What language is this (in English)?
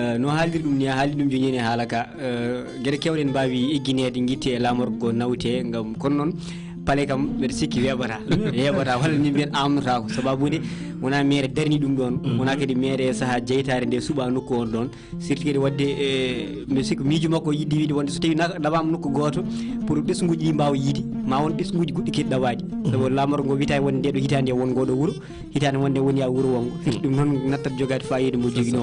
Fula